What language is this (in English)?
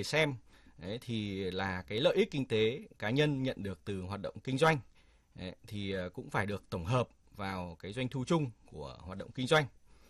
Vietnamese